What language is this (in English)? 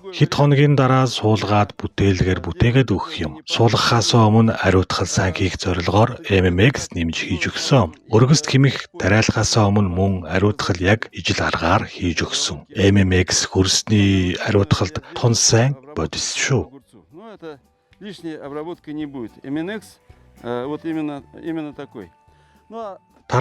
Mongolian